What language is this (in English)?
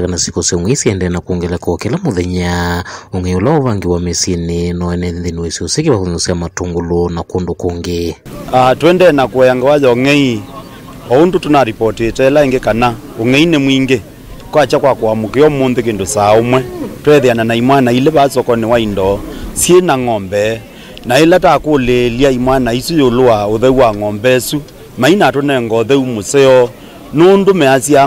Kamba